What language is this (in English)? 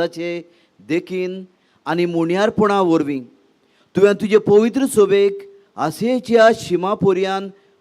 Konkani